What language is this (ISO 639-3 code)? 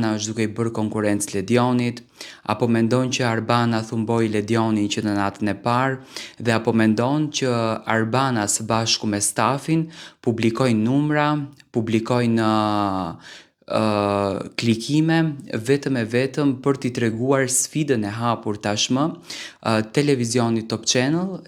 sqi